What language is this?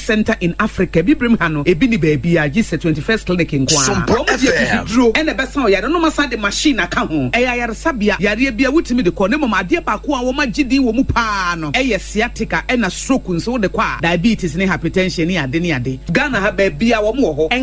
Akan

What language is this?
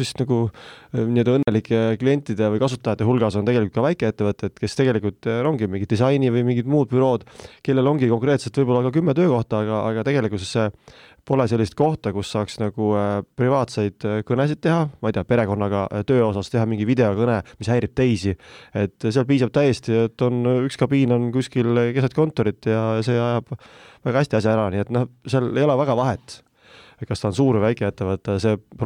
Estonian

